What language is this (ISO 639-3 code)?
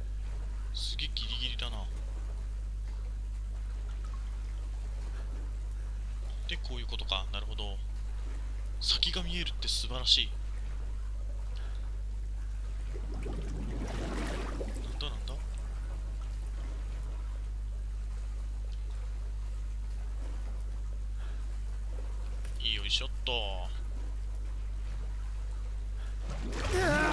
jpn